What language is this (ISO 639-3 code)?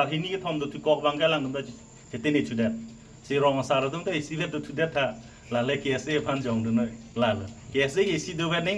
mjw